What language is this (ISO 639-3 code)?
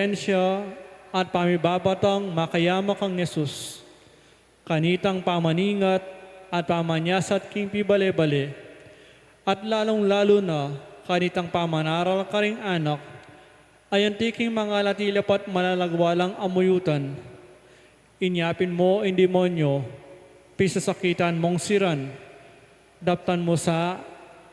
pam